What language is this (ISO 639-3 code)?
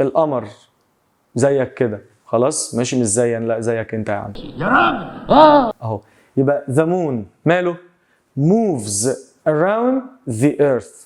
arz